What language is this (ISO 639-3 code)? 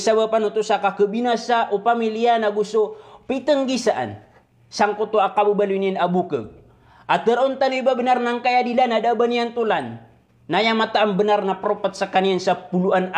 mrw